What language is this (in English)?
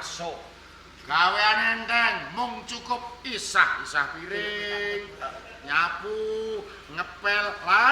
Javanese